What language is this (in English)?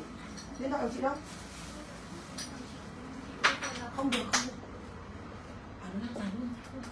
Vietnamese